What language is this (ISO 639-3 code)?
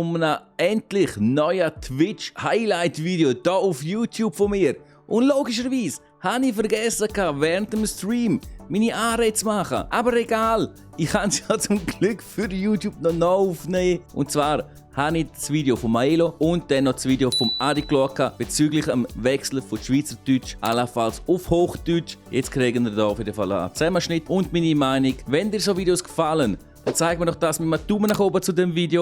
gsw